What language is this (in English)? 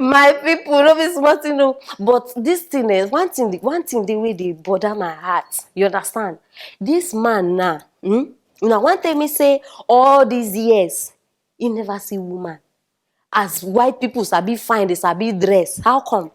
Nigerian Pidgin